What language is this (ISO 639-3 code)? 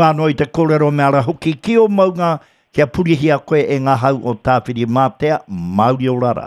mri